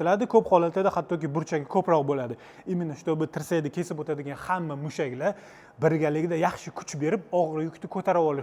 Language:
Uzbek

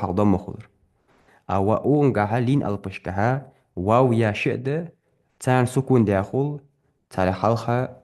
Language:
Ingush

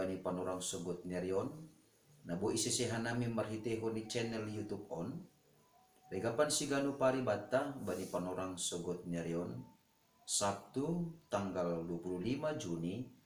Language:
Batak Simalungun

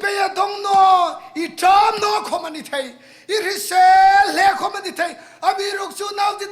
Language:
Hmar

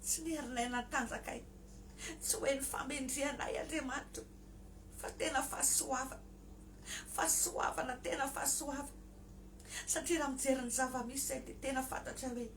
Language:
Malagasy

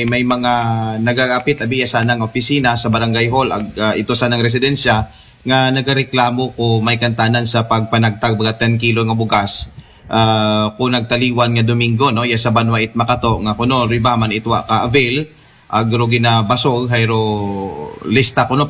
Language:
Aklanon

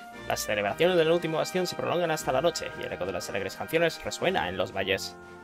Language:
Spanish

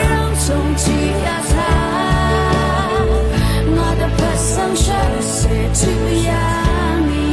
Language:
Rawang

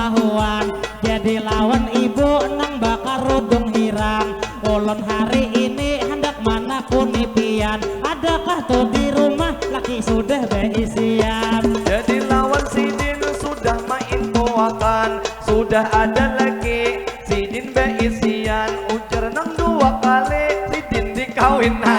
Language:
Banjar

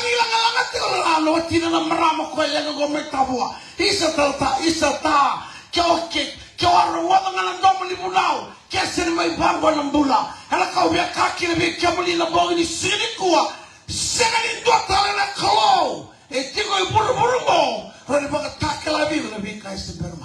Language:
Fijian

